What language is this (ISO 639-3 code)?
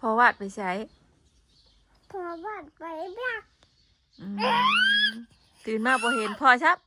tts